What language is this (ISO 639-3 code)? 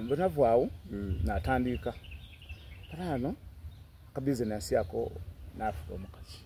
xog